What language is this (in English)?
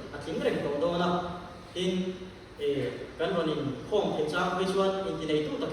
Mizo